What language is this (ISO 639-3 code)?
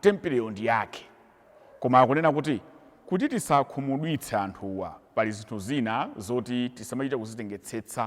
nya